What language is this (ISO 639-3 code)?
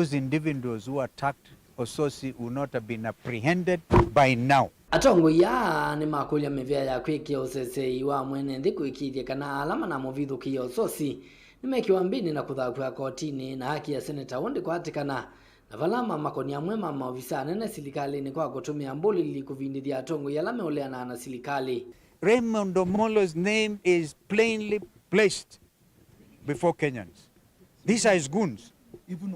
kam